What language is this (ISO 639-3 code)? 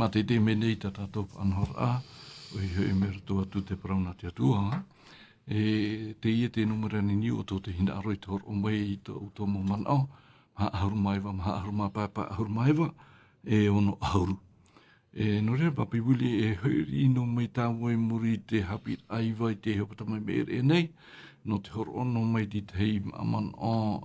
tah